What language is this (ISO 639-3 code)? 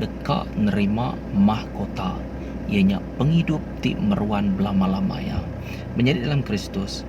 iba